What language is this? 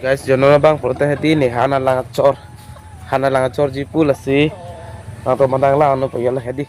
Karbi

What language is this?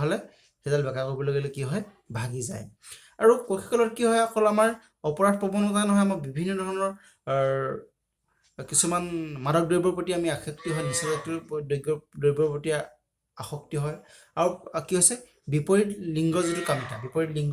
Assamese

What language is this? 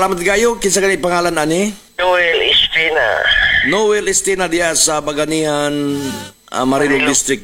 Cebuano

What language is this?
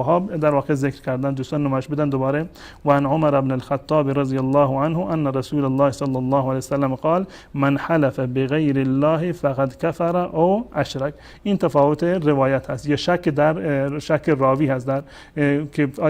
Persian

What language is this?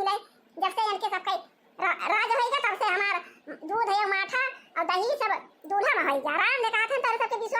Awadhi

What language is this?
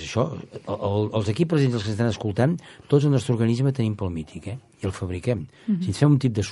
Catalan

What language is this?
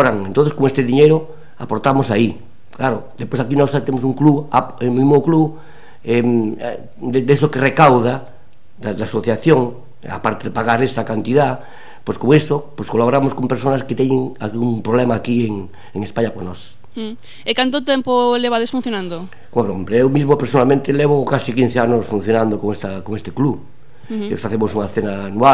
Galician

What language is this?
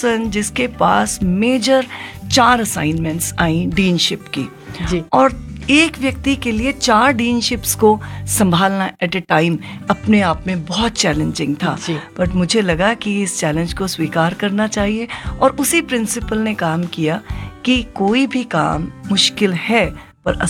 Hindi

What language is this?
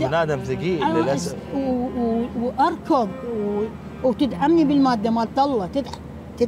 Mesopotamian Arabic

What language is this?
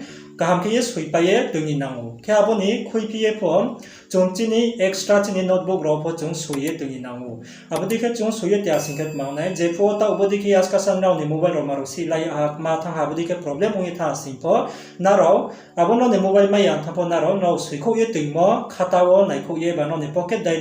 Riang (India)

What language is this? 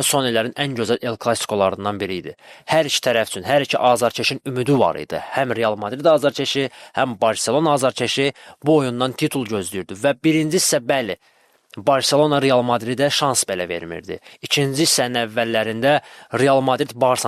Azerbaijani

